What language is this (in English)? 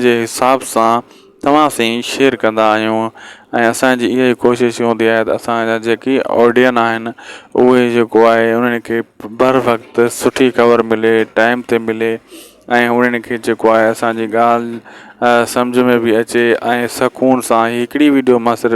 Sindhi